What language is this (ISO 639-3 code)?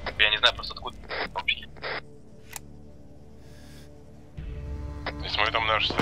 rus